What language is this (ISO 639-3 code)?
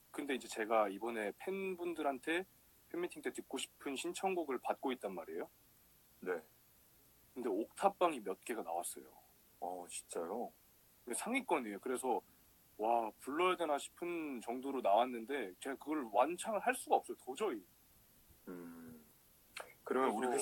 kor